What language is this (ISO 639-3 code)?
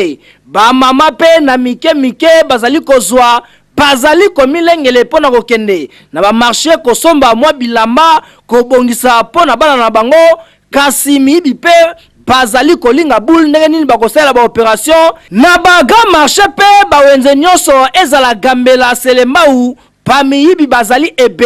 lin